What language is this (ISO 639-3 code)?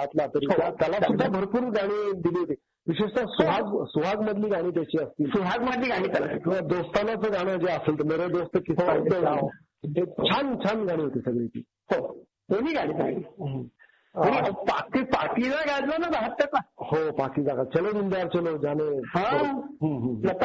mar